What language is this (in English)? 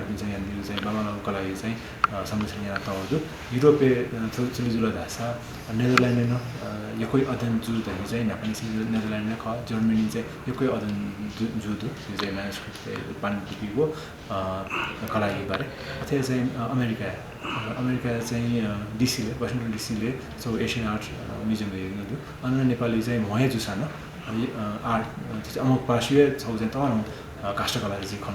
Newari